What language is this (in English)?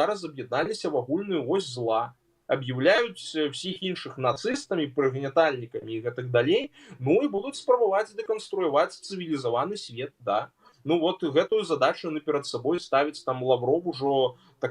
Belarusian